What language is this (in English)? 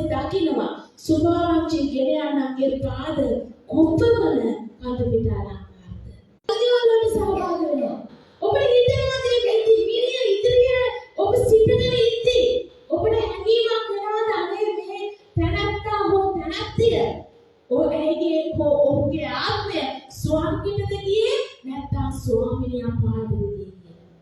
Sinhala